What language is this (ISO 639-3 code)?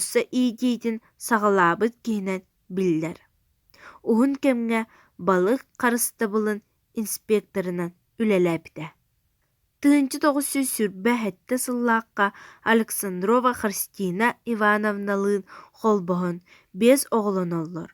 sah